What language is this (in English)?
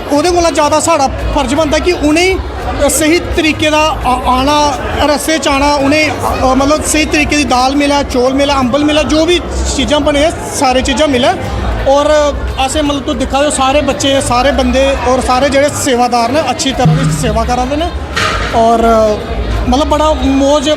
Dogri